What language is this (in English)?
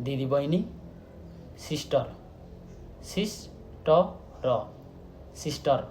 Nepali